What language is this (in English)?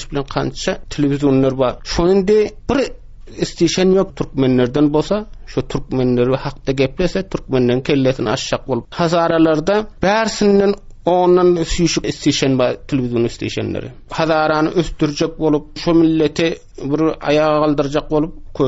Turkmen